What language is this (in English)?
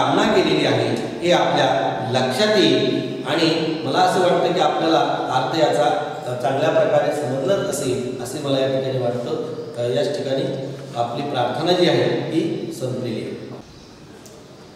Marathi